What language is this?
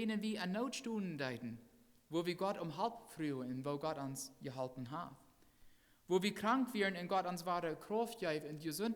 Plautdietsch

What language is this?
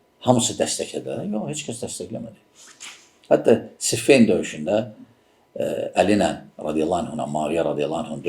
Azerbaijani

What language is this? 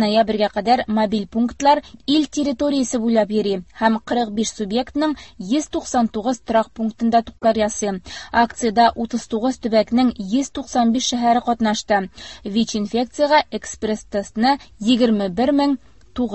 Tatar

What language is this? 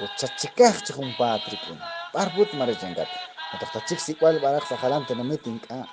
Kekchí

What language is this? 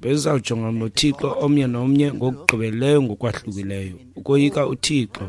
Xhosa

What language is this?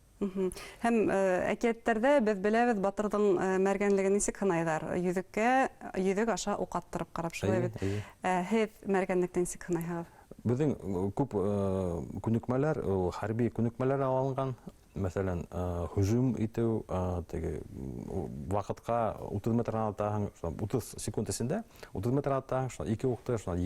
Bashkir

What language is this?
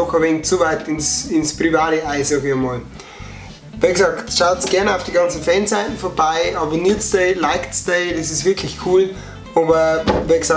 Bavarian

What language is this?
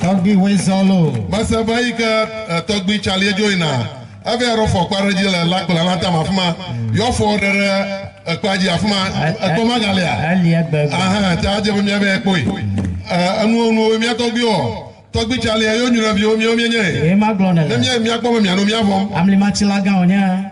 Ewe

